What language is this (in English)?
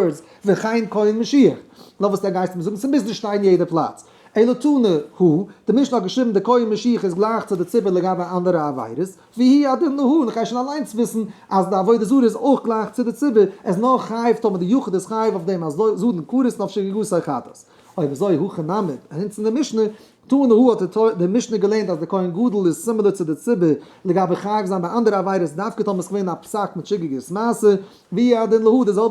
Yiddish